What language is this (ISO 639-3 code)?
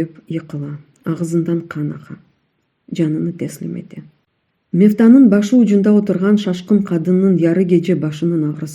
crh